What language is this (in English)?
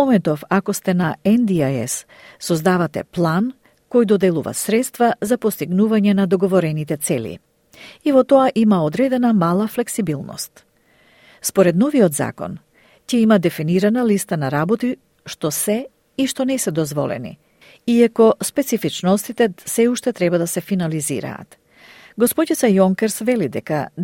Macedonian